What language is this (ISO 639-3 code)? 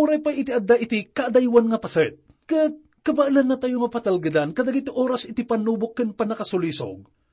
ilo